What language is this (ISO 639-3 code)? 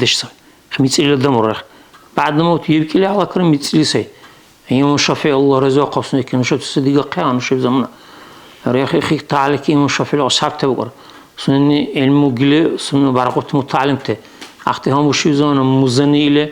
dar